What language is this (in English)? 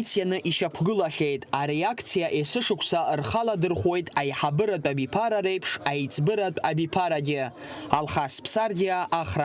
Abkhazian